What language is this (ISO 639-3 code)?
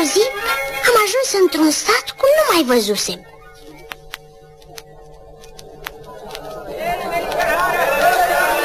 ron